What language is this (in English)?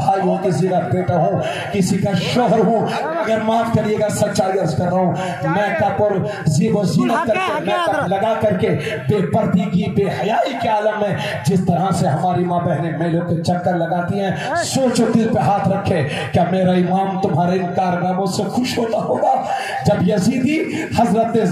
Urdu